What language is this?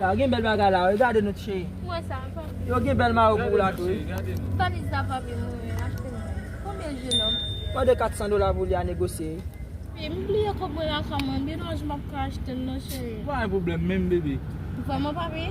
Haitian Creole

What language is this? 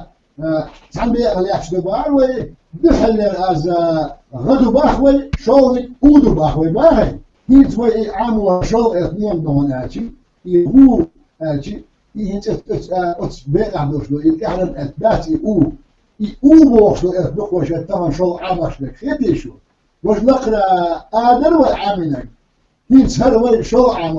Chechen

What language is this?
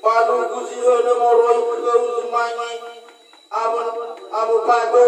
Nias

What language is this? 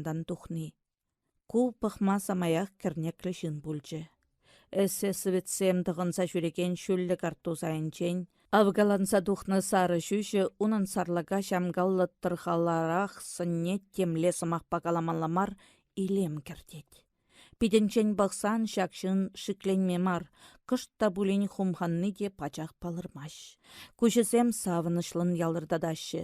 Chuvash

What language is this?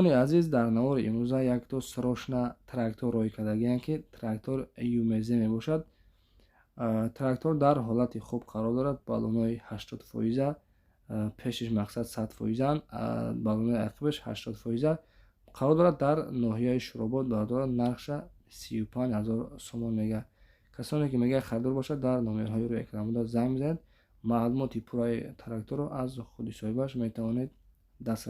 Tajik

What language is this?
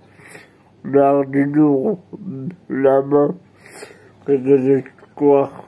Hebrew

